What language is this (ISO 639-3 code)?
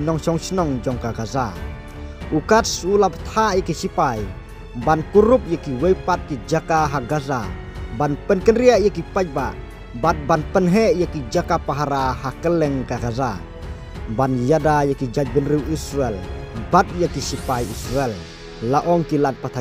kha